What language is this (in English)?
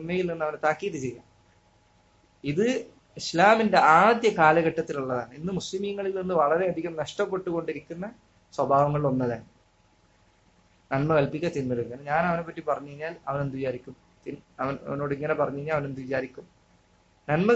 Malayalam